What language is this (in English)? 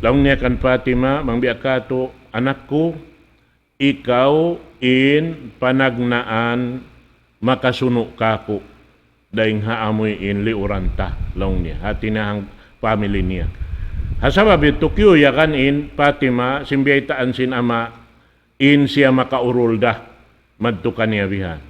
Tausug